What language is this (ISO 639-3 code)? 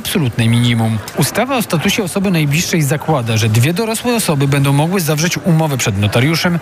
pol